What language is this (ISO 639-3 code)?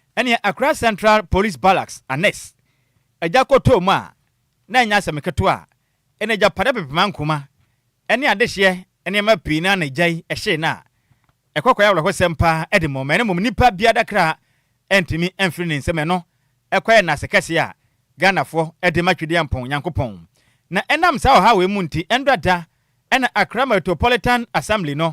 aka